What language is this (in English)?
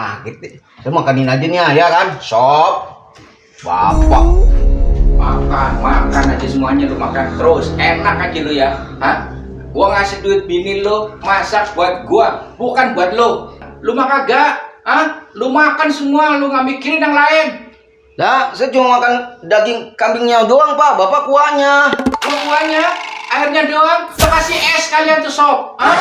Betawi